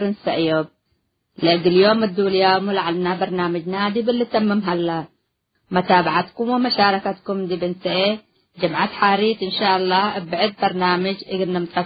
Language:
Tigre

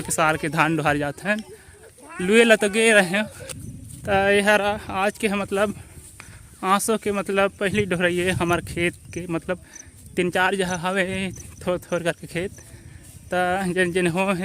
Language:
Chhattisgarhi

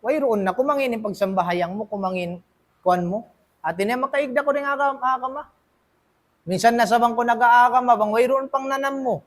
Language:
Tausug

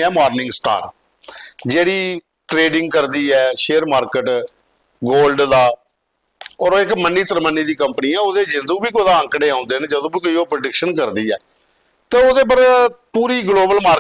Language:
Dogri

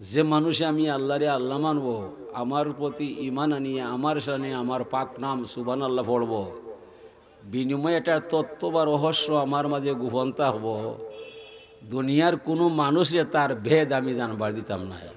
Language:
Sylheti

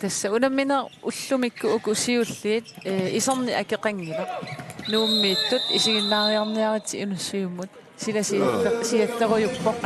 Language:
Kalaallisut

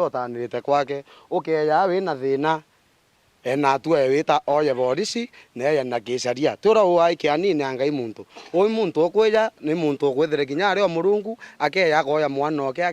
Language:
Meru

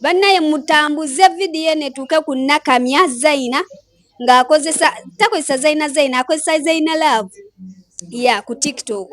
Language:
Ganda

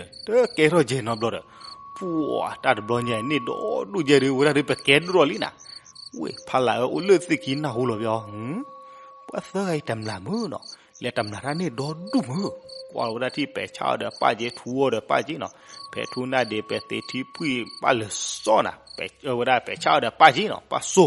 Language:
S'gaw Karen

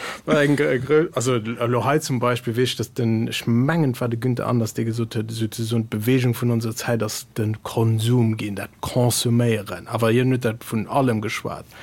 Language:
Luxembourgish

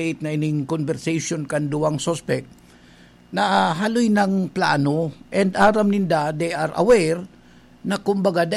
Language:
Bikol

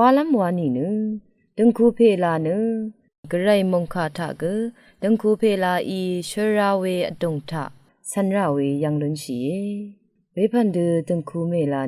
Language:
Rawang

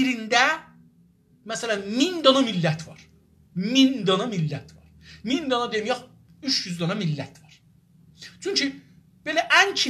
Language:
South Azerbaijani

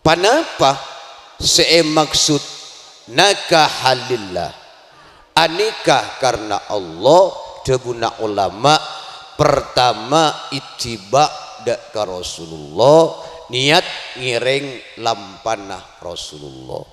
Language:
Madurese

